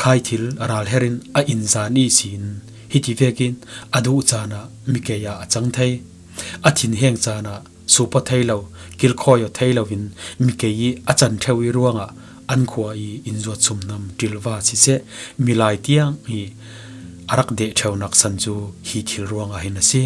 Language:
Falam Chin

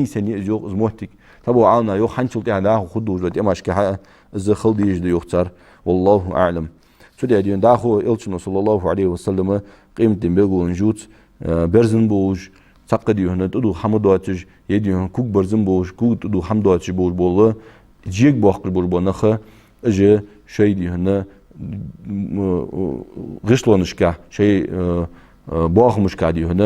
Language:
Ingush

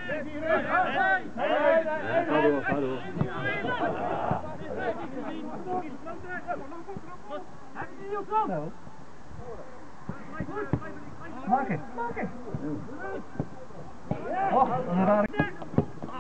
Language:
Dutch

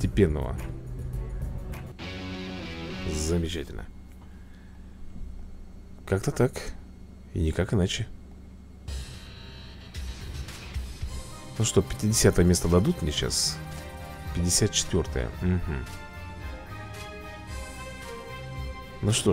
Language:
Russian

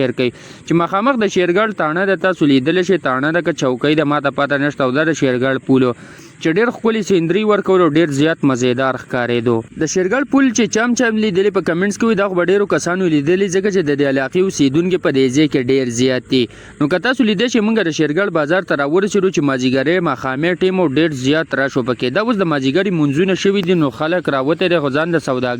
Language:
Pashto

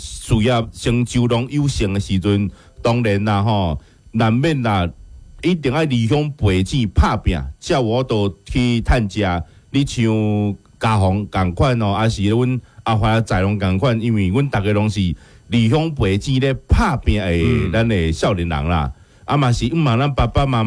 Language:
Min Nan Chinese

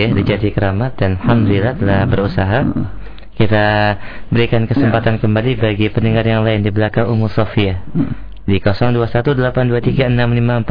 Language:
Indonesian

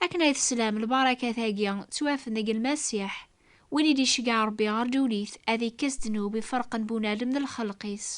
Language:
Kabyle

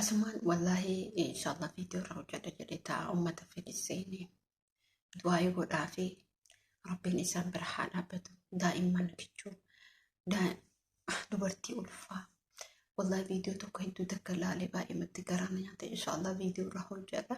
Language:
Oromo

